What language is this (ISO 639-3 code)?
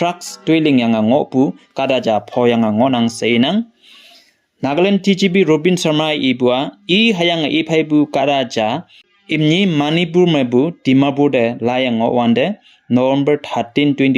nbe